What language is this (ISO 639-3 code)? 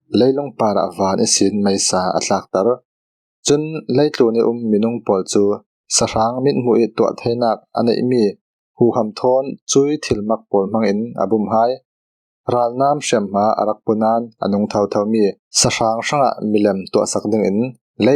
cfm